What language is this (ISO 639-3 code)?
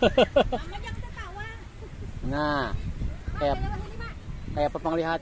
bjn